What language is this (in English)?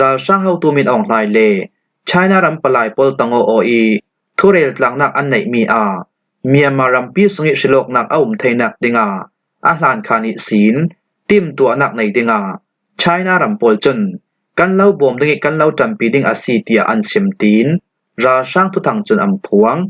Falam Chin